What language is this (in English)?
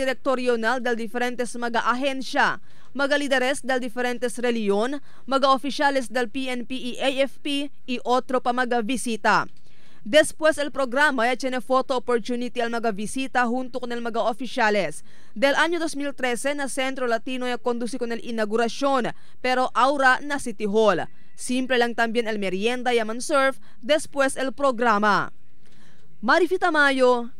Chavacano